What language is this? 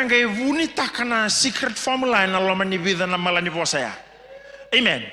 Fijian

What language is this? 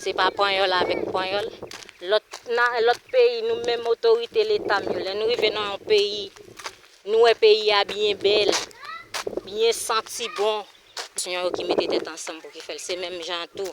Haitian Creole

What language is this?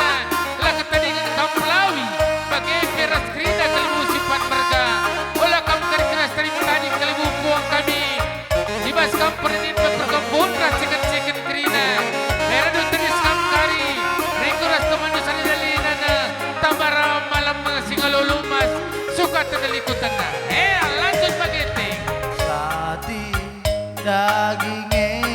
Batak Karo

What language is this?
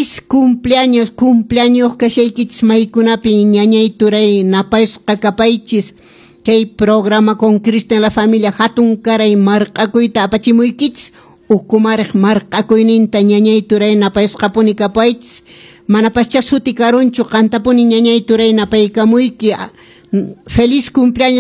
Quechua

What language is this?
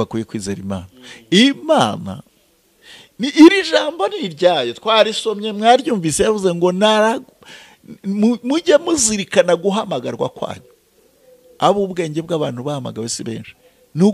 Kinyarwanda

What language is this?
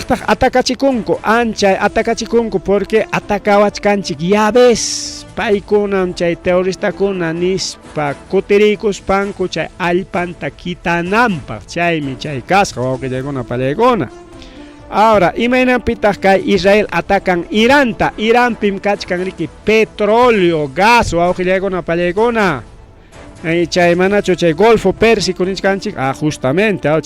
Ayacucho Quechua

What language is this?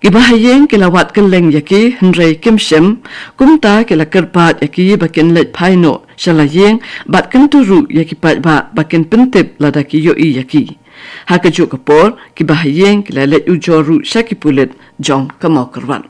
Khasi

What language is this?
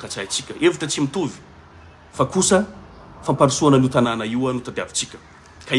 Malagasy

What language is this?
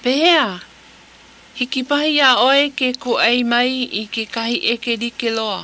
Hawaiian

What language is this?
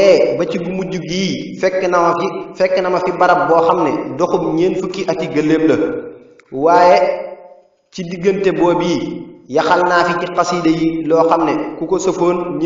Wolof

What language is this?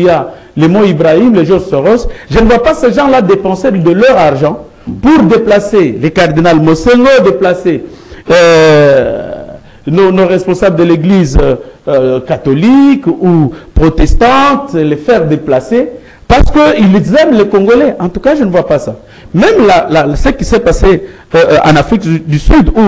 French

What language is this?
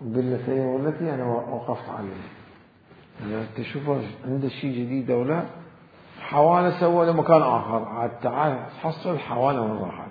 Mesopotamian Arabic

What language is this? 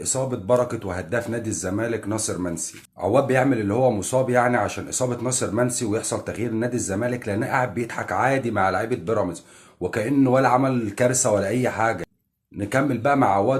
Egyptian Arabic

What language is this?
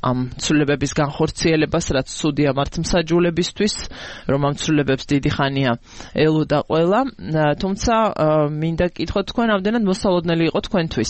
Georgian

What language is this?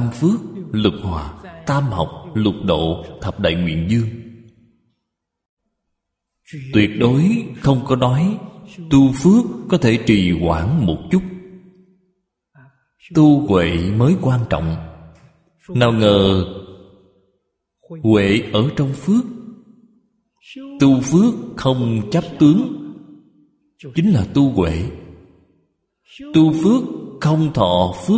Vietnamese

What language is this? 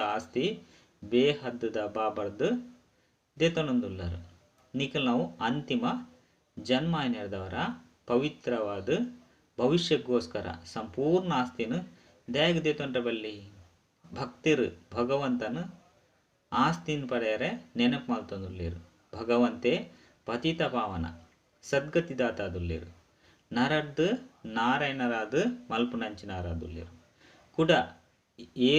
Tulu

